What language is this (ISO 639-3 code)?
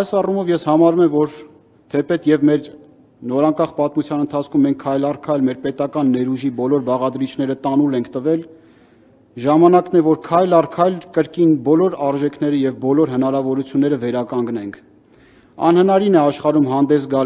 hye